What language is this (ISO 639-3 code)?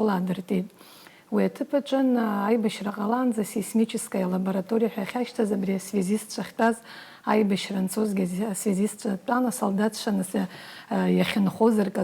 abk